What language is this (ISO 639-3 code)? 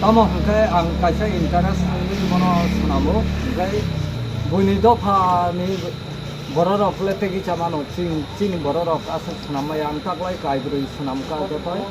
trp